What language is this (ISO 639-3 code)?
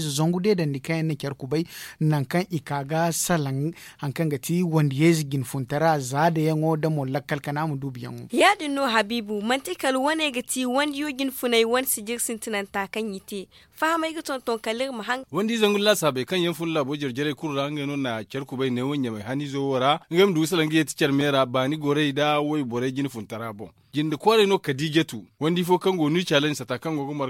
dje